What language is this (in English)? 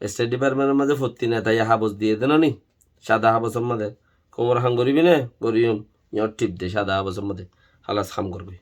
Rohingya